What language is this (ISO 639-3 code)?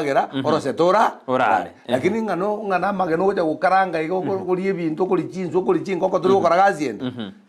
guz